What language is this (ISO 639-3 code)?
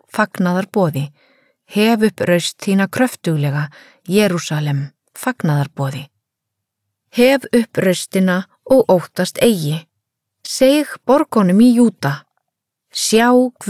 isl